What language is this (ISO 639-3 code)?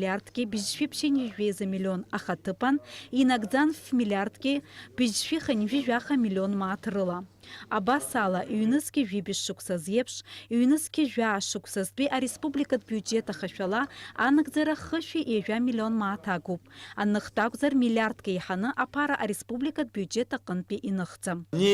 abk